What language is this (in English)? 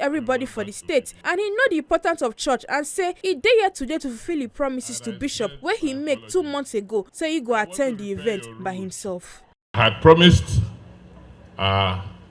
Nigerian Pidgin